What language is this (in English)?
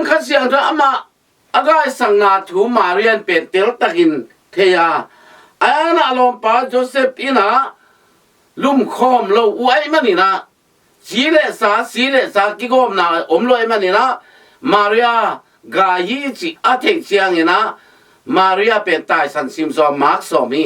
Tedim Chin